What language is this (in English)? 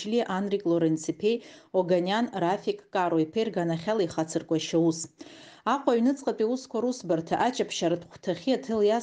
Abkhazian